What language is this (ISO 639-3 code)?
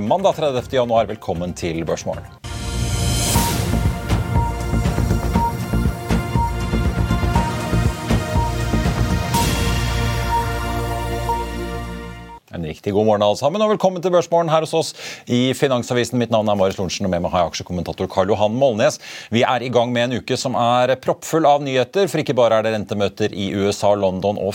nor